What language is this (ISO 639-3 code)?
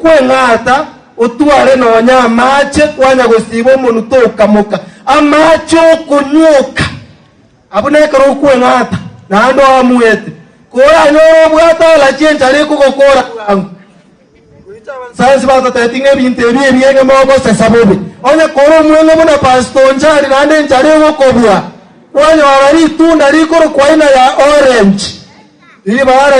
guz